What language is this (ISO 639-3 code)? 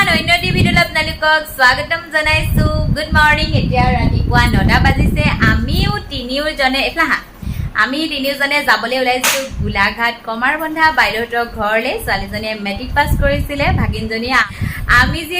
asm